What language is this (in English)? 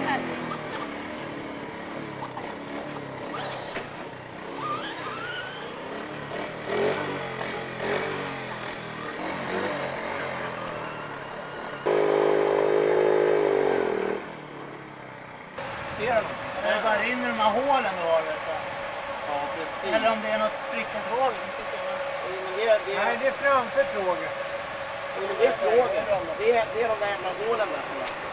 Swedish